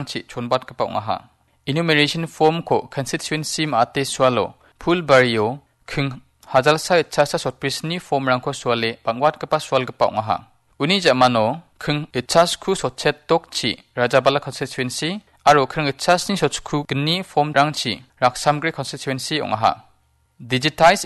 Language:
Garo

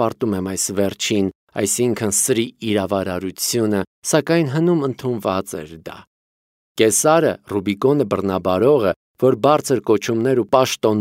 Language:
Armenian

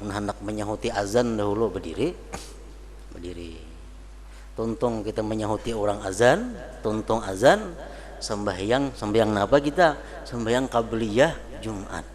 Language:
Banjar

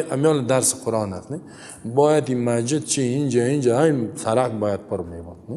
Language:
Persian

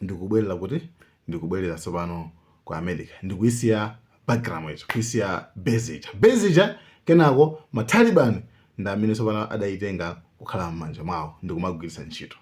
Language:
Nyanja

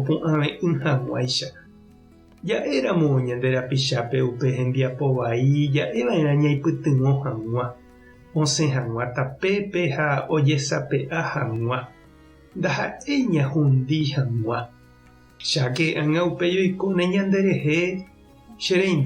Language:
Guarani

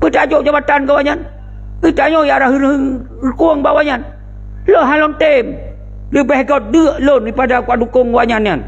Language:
Achinese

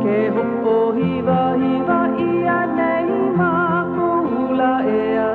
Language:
Hawaiian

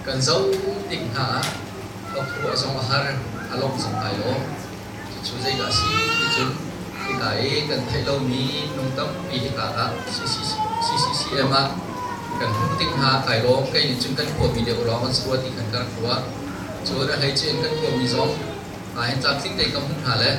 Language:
Hakha Chin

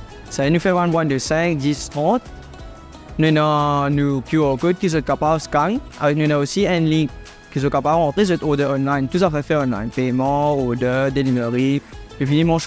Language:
Morisyen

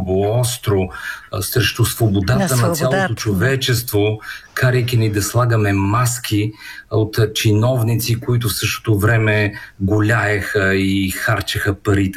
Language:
Bulgarian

